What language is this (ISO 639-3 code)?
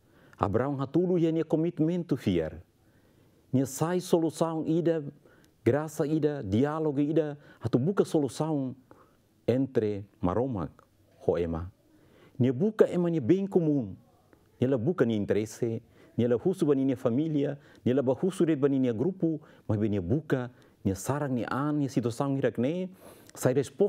tet